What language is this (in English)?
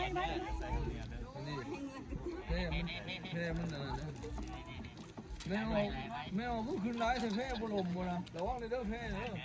Lao